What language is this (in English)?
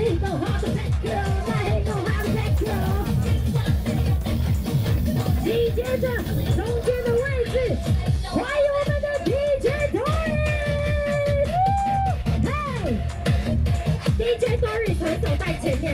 Chinese